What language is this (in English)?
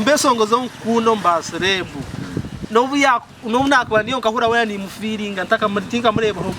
Nyankole